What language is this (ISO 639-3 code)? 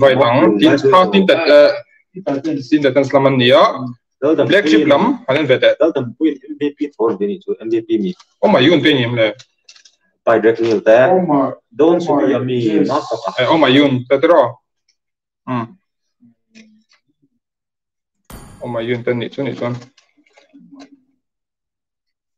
lus